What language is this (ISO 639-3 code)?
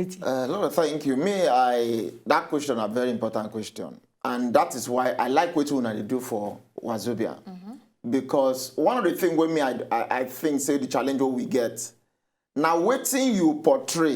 pcm